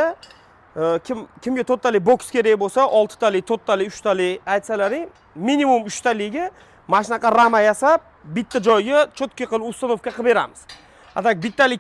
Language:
Uzbek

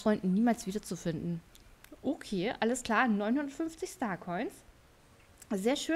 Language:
German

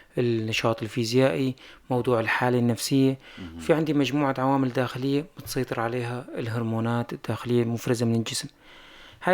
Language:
North Levantine Arabic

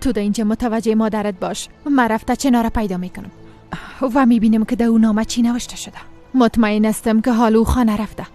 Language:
Persian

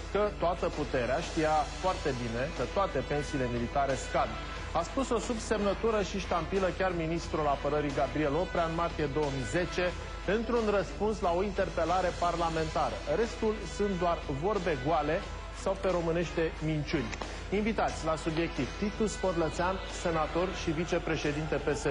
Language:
Romanian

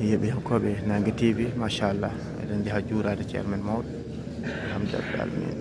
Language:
Fula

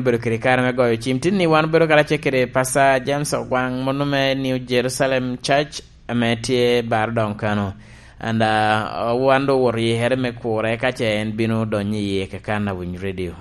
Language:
Lango (Uganda)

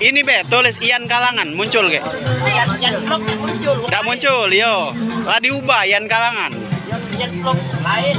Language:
Musi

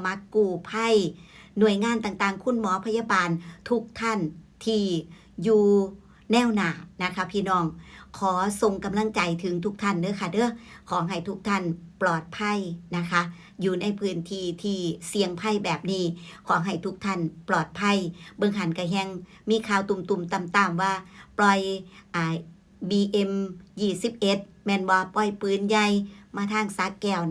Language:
Northeastern Thai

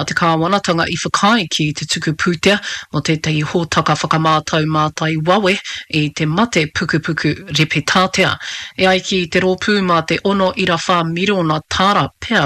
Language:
Māori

